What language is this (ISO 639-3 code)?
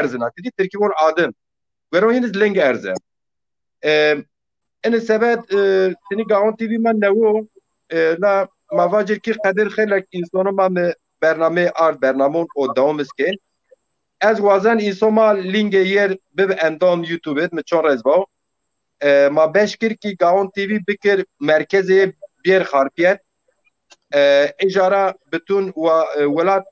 zza